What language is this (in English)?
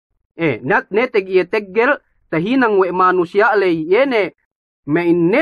Yakan